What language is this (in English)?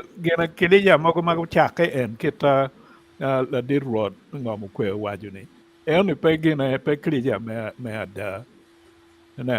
Acoli